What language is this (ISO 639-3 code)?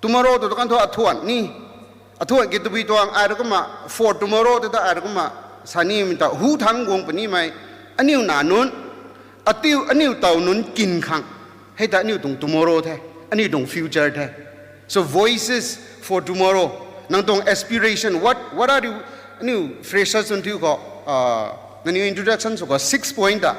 nbu